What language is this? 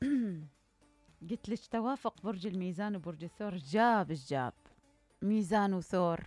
Mesopotamian Arabic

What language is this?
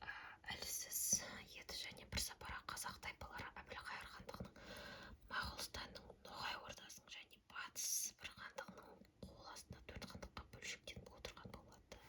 Kazakh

